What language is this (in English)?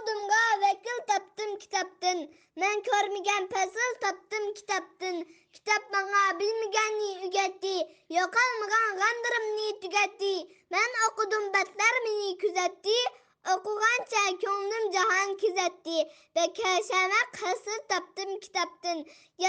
Uyghur